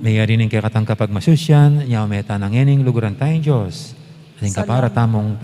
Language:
Pampanga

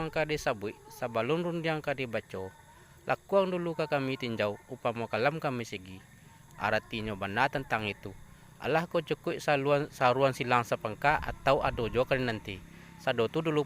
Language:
Minangkabau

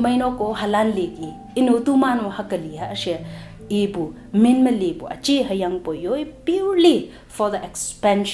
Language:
Konyak Naga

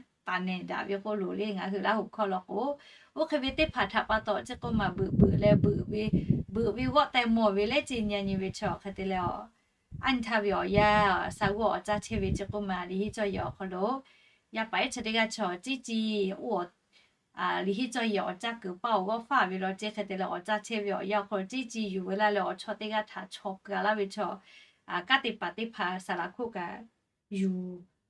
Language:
Lahu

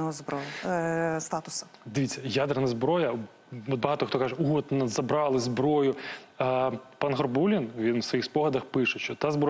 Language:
Ukrainian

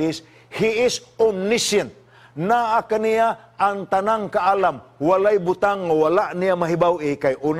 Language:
Cebuano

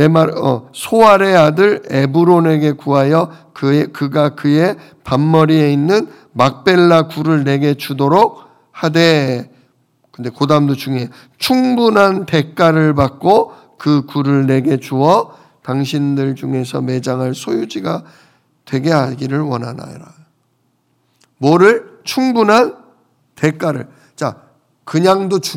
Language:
Korean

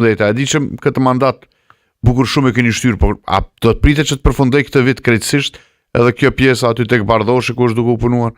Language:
Albanian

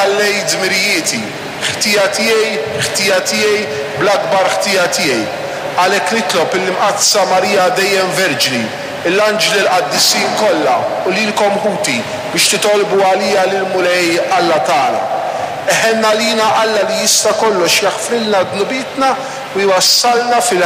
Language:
Maltese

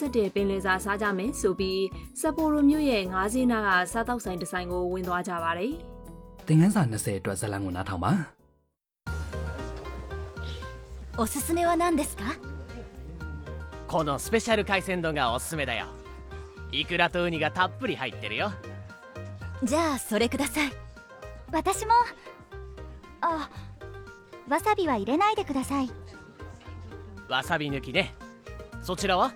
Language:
Burmese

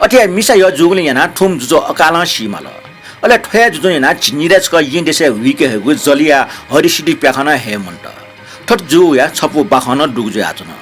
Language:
Newari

